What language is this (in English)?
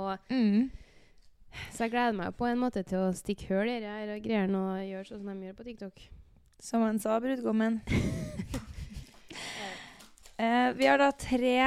Norwegian